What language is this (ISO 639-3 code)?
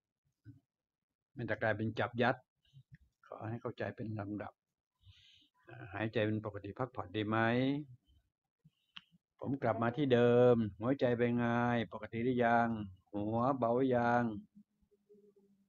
tha